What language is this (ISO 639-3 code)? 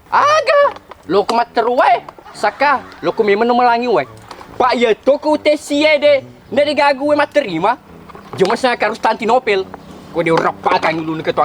bug